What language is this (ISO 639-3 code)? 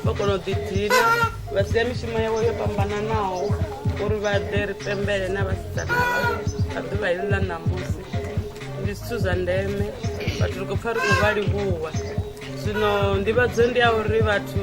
ven